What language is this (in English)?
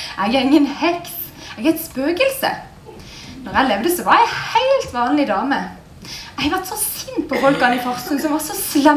Norwegian